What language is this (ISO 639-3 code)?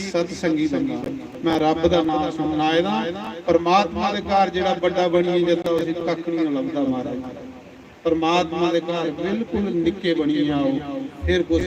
doi